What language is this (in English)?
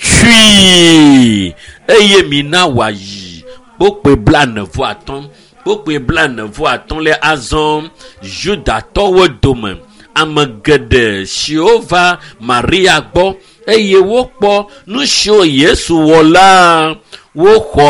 Ewe